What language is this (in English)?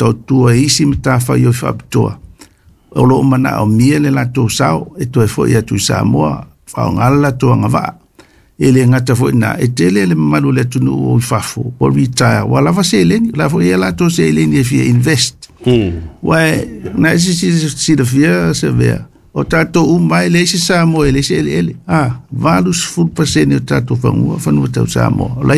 Samoan